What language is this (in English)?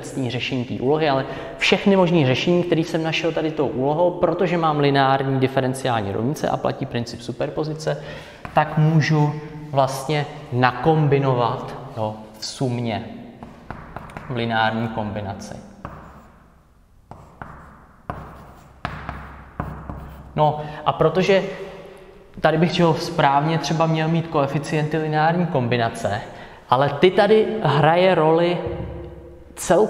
Czech